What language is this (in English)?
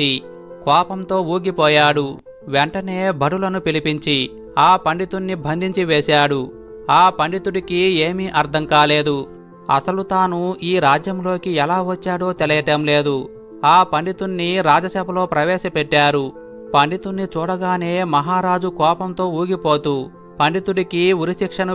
Telugu